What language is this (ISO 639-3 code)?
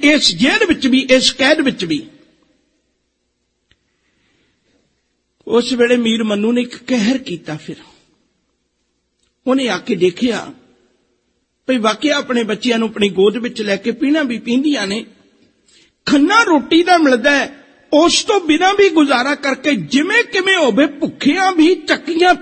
pan